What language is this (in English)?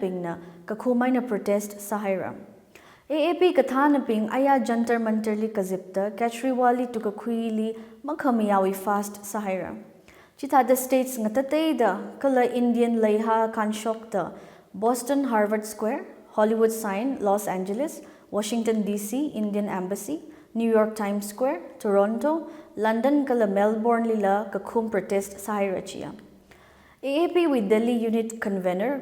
Tangkhul Naga (India)